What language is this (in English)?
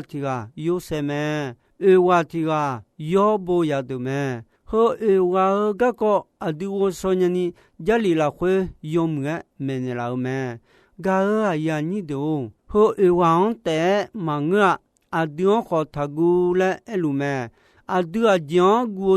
Akha